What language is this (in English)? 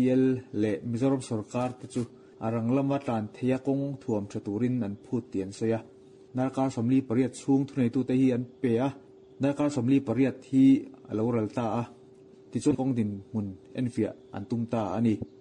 Mizo